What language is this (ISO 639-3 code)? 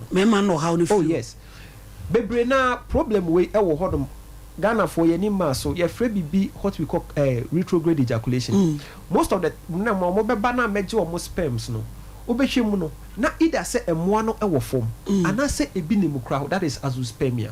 aka